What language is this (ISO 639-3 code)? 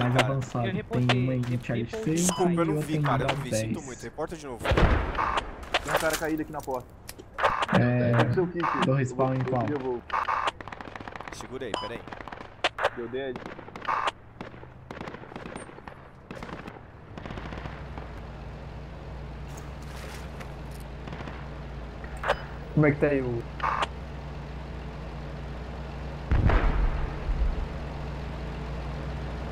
por